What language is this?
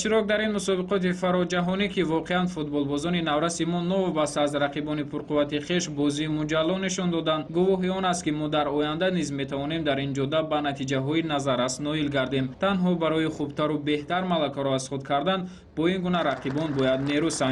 Tajik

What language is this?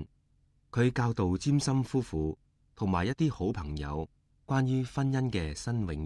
Cantonese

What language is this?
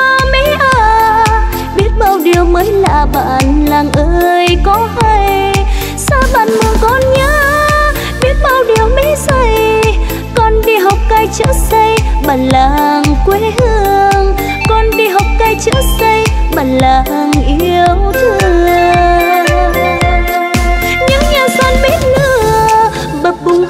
Vietnamese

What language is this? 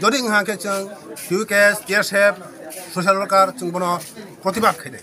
Kok Borok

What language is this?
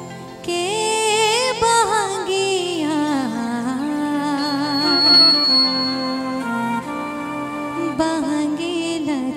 Bhojpuri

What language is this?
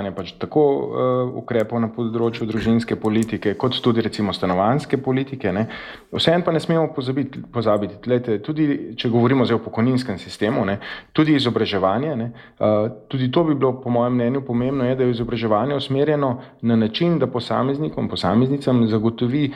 Slovenian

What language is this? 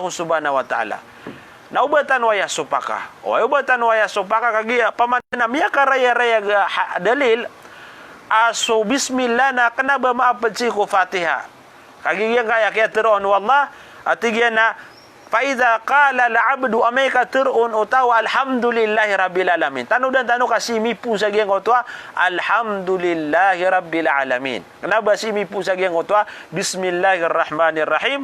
Maranao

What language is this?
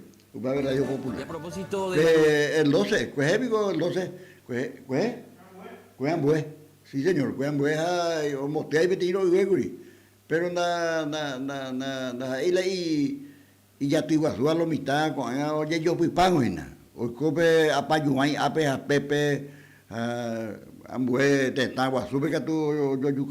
Guarani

